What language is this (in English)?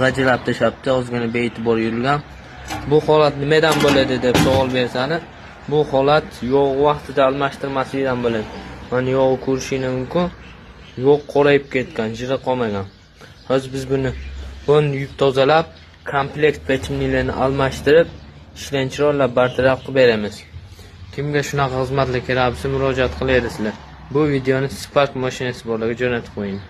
Uzbek